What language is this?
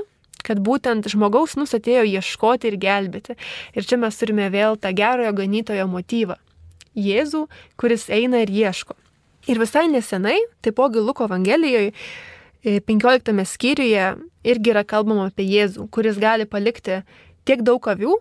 Lithuanian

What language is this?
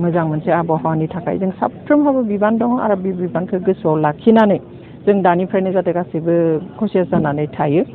Bodo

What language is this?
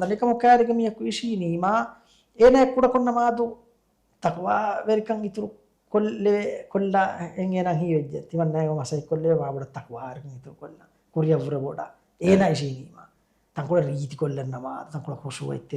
Divehi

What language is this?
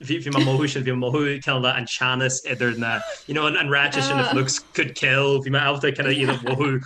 Irish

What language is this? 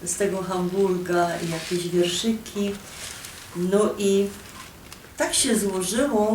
Silesian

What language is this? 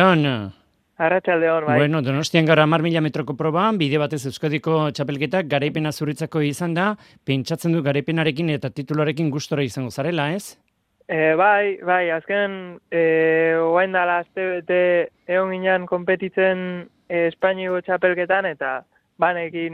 Basque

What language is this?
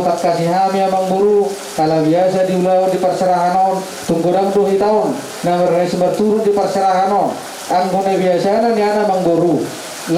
Batak Toba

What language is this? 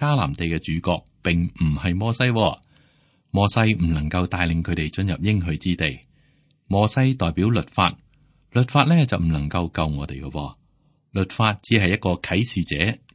Cantonese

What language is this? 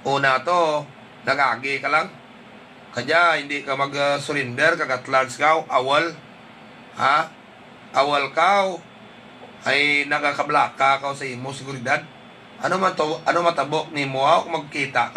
Hiligaynon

